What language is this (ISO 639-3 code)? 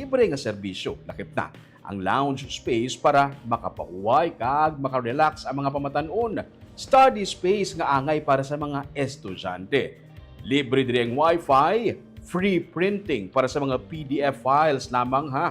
hil